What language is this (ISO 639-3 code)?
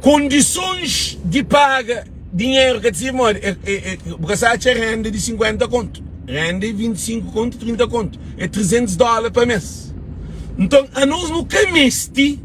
kea